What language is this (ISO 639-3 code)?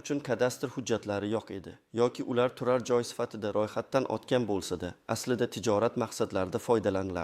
uzb